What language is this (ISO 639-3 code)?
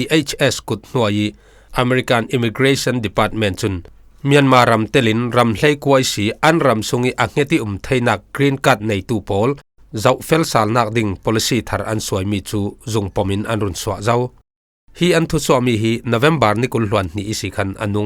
cfm